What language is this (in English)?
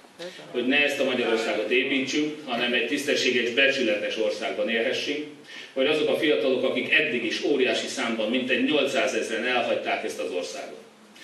Hungarian